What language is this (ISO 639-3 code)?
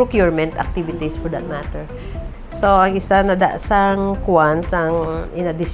hil